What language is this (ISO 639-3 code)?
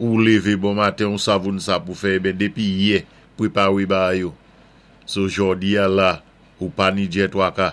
acf